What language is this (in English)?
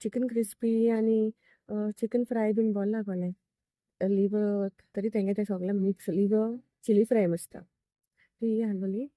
Konkani